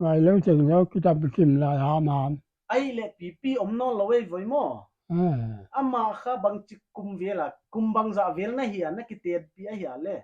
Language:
Paite Chin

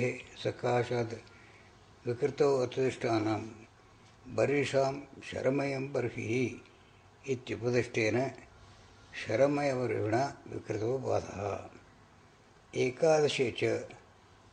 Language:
Sanskrit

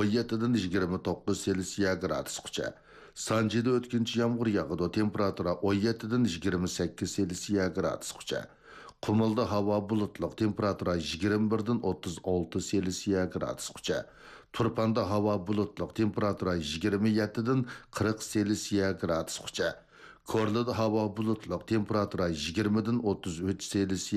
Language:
Uyghur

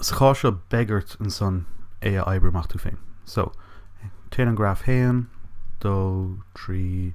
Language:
Irish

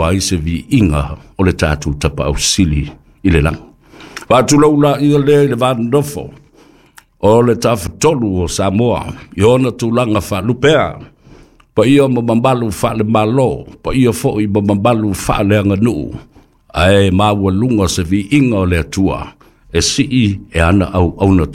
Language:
Samoan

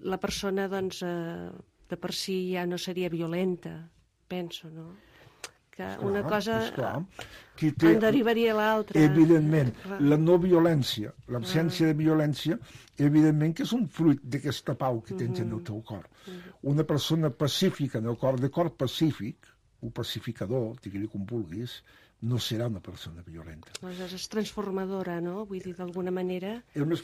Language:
Catalan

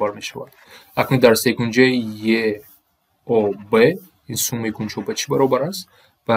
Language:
Tajik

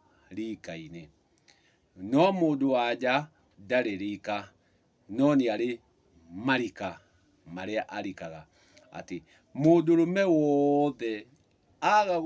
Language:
Kikuyu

